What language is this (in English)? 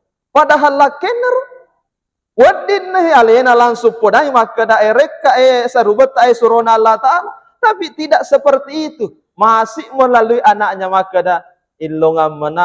Buginese